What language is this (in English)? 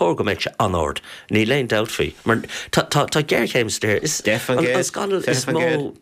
Irish